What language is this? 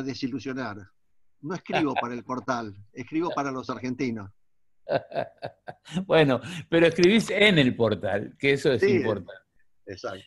Spanish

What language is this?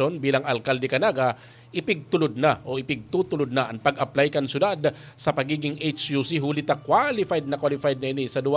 Bikol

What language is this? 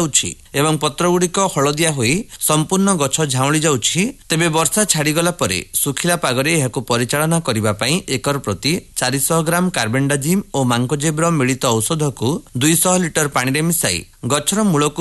Odia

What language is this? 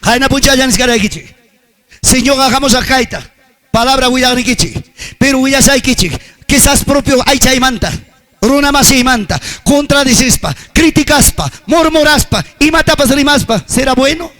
Ayacucho Quechua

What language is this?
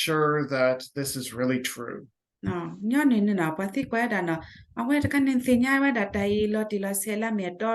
S'gaw Karen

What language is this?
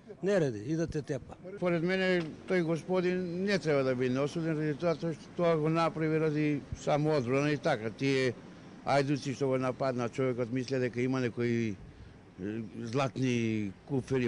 Macedonian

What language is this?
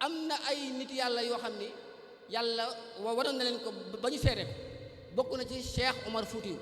Wolof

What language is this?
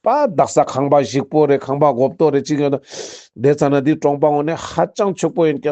Ladakhi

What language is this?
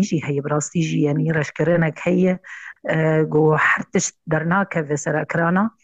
Kurdish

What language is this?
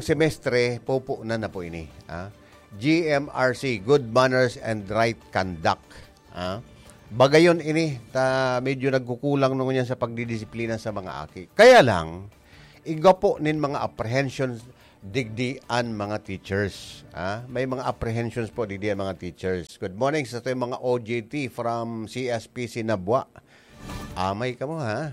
Bikol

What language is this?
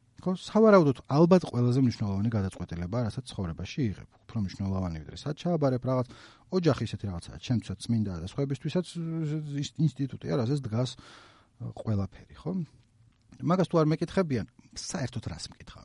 Georgian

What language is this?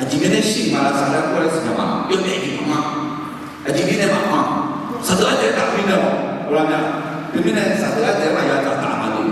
Akha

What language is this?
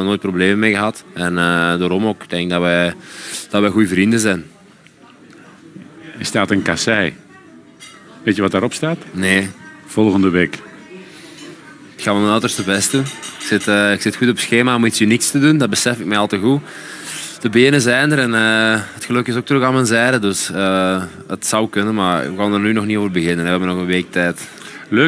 Dutch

